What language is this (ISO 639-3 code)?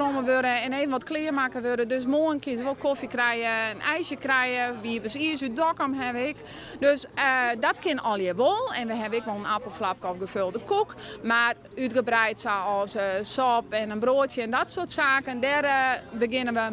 fry